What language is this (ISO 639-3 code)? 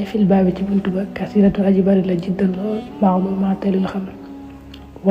wol